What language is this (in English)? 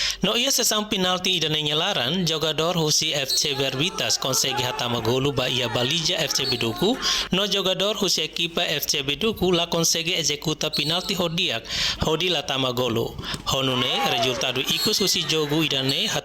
Tetum